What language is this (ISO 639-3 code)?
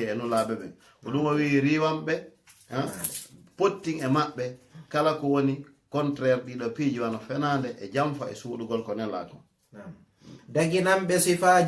ful